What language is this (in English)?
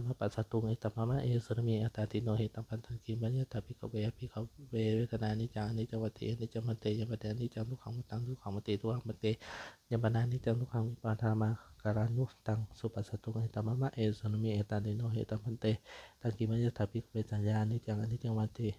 Pali